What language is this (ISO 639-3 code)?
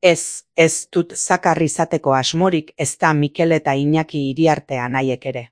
eus